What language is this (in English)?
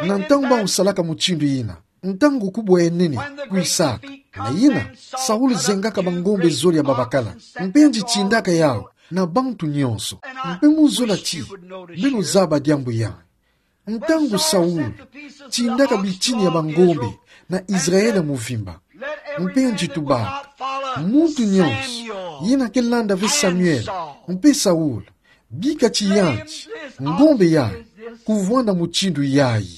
Kituba (Democratic Republic of Congo)